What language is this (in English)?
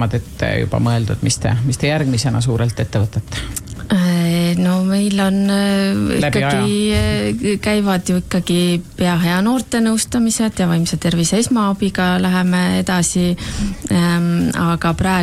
Estonian